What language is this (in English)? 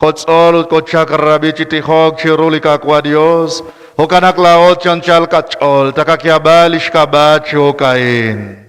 Kekchí